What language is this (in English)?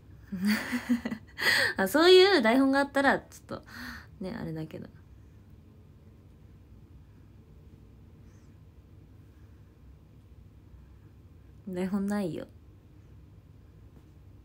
Japanese